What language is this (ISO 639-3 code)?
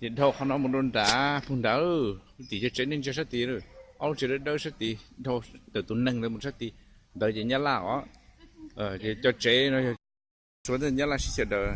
hmn